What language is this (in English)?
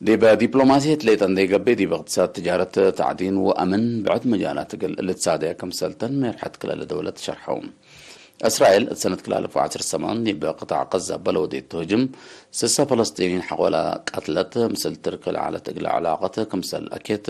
Tigre